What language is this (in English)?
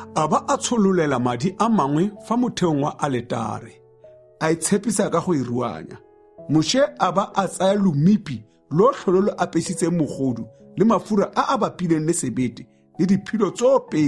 Tswana